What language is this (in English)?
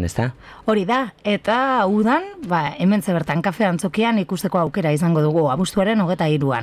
Basque